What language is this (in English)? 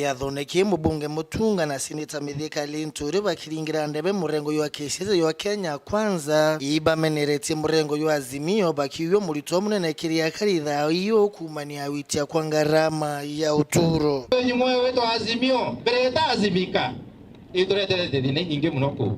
Meru